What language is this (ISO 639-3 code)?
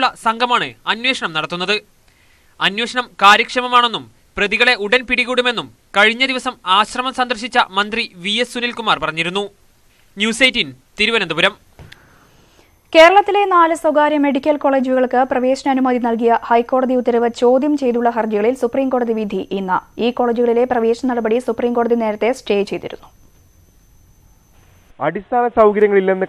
mal